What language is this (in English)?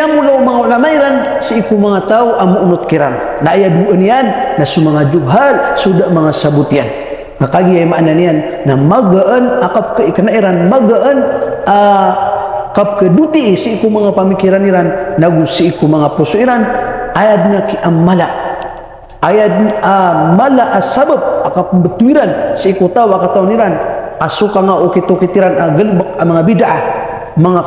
Maranao